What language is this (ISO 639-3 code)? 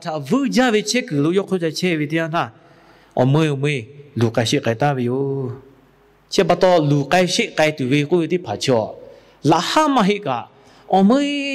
lhu